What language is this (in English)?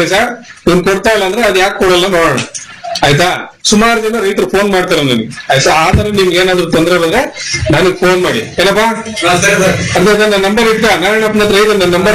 Kannada